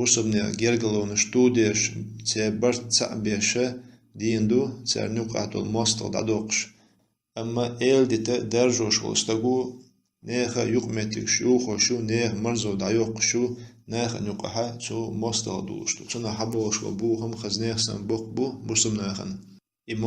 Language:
Chechen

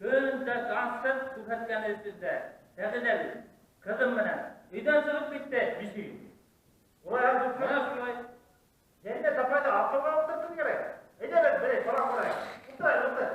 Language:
Bashkir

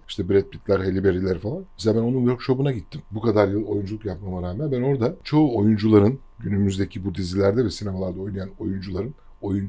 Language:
Turkish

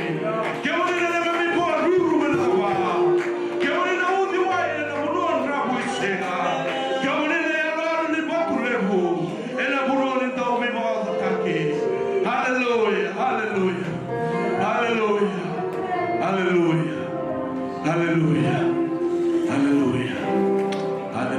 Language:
Fijian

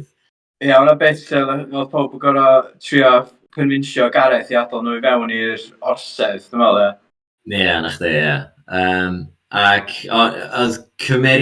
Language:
Welsh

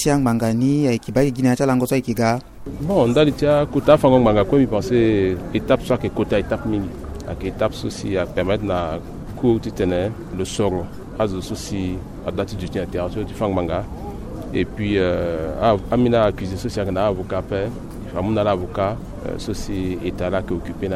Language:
Sango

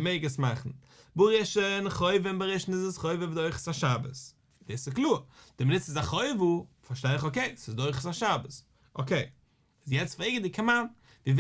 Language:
Yiddish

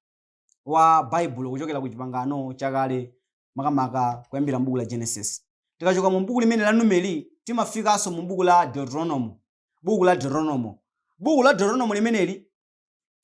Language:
Nyanja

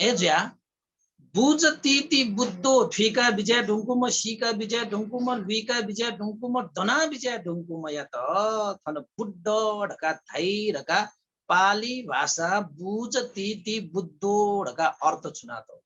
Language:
Newari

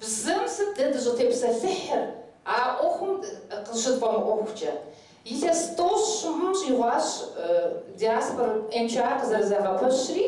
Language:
Kabardian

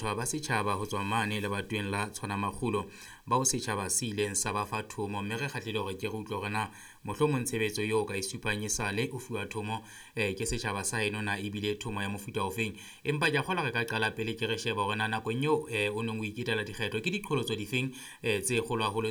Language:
Southern Sotho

